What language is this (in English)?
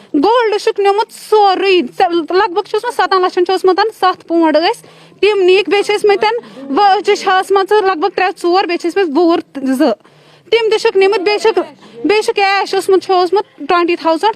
Kashmiri